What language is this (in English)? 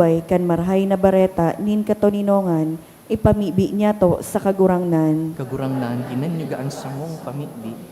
Bikol